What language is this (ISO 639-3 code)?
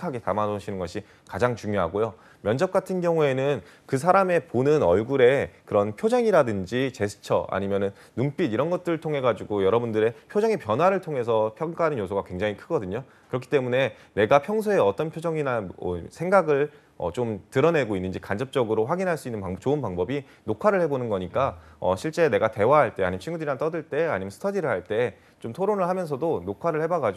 kor